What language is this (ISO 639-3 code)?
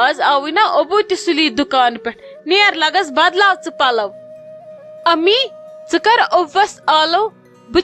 kas